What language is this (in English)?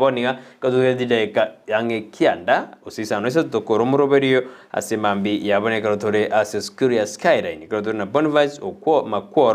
Gusii